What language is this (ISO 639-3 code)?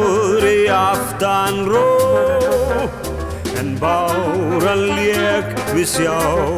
isl